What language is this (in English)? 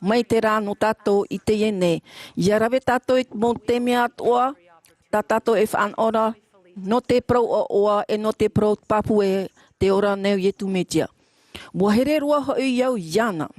Tahitian